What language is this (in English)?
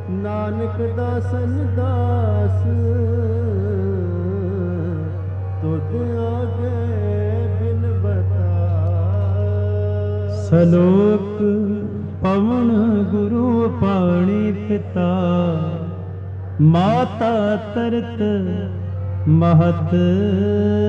Punjabi